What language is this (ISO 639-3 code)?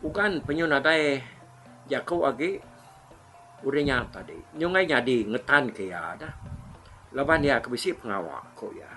iba